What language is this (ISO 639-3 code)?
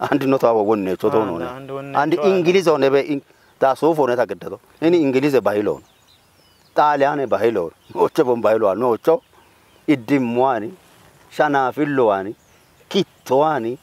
kbr